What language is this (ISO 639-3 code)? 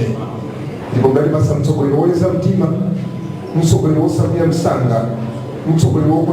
nya